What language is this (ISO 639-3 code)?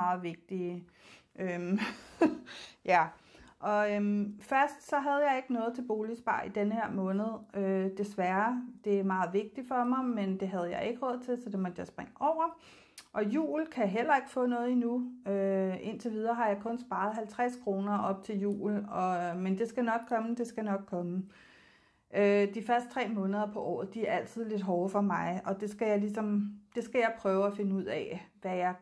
dan